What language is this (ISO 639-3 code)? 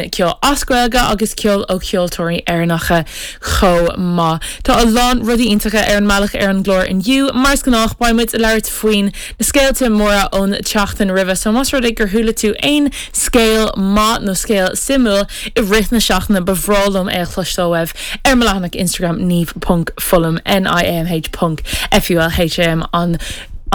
gle